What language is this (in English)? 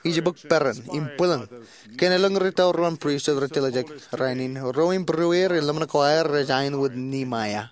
Marshallese